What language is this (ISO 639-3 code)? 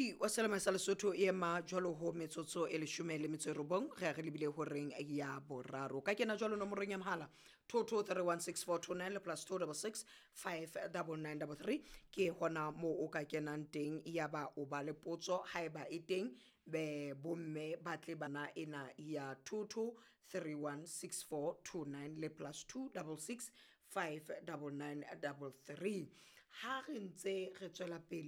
sot